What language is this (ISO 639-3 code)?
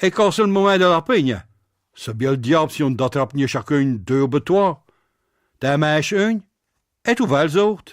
pcd